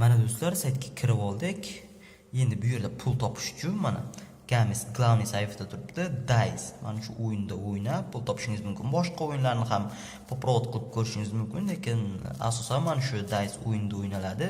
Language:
Uzbek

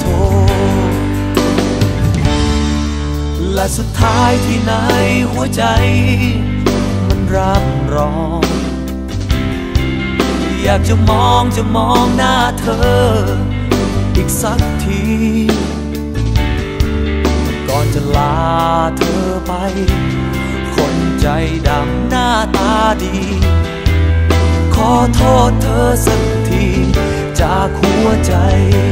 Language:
Thai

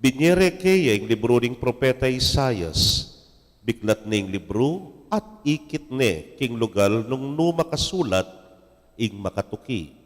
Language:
Pampanga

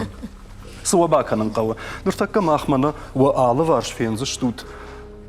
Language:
Ossetic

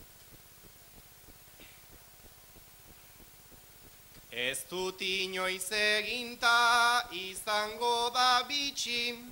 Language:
Basque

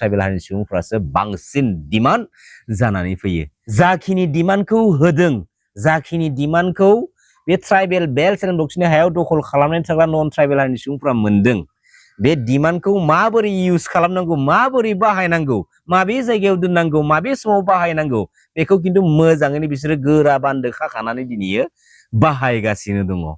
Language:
Bodo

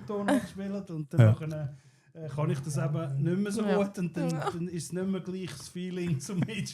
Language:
Swiss German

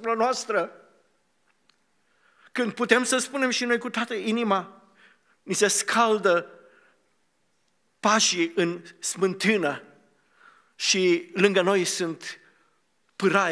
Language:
Romanian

